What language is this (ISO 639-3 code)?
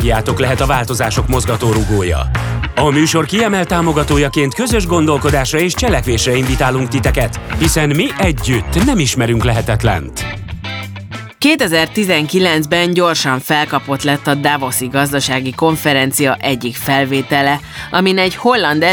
hun